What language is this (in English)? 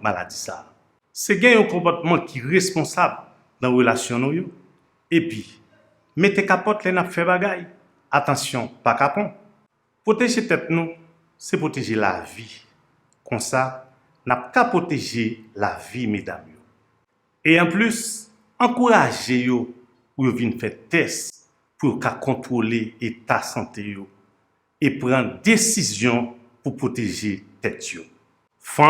Haitian Creole